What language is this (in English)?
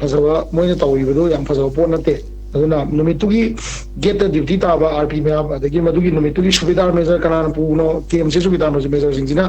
Manipuri